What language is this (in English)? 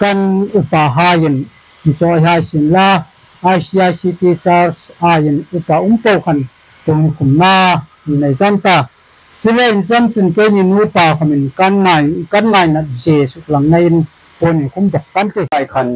Hmar